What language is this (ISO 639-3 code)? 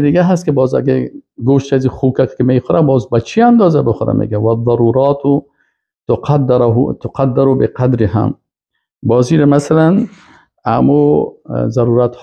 fas